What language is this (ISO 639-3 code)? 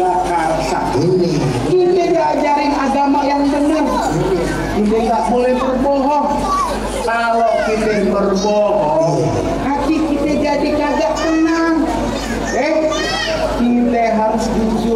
bew